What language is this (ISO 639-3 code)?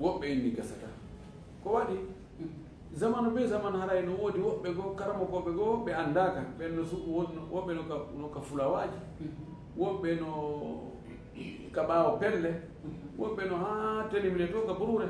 ful